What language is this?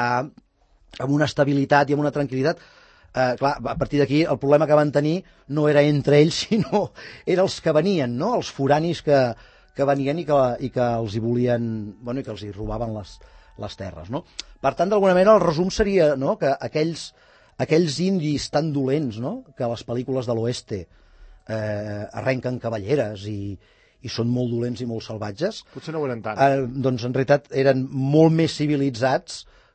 Catalan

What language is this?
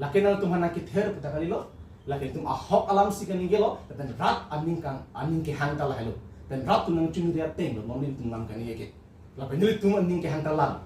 Karbi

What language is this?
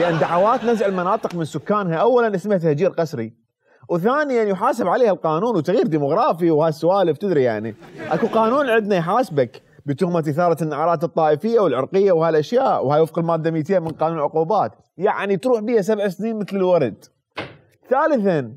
Mesopotamian Arabic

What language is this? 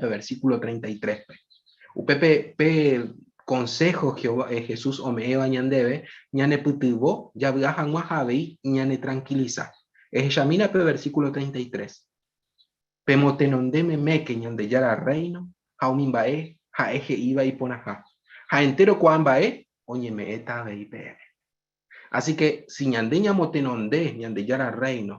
Guarani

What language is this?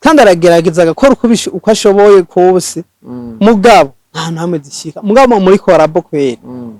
Rundi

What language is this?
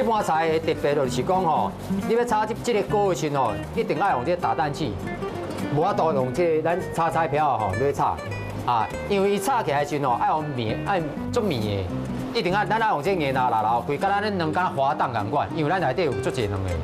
Min Nan Chinese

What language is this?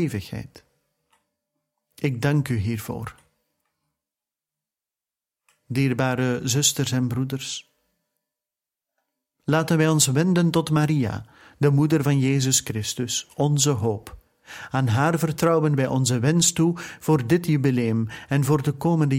Dutch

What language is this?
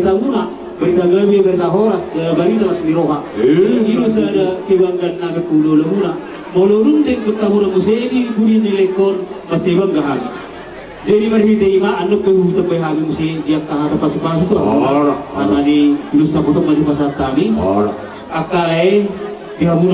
Batak Toba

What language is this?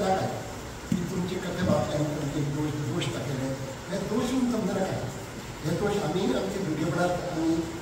Konkani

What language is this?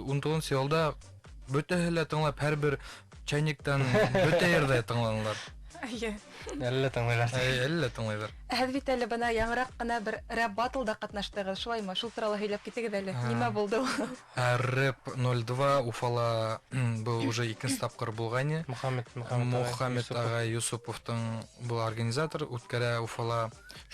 Bashkir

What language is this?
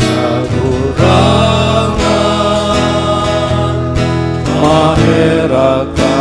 Bikol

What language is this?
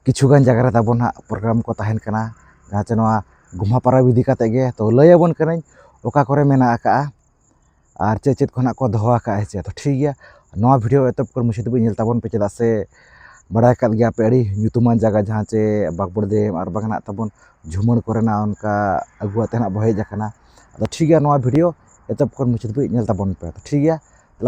Santali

